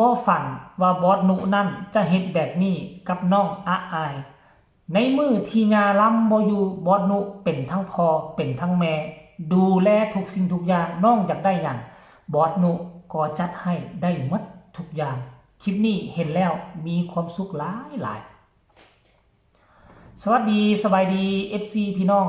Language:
Northeastern Thai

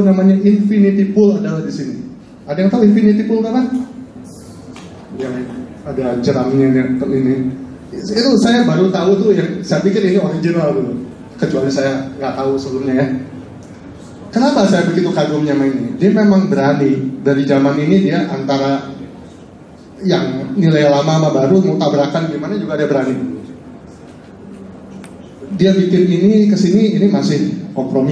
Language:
Indonesian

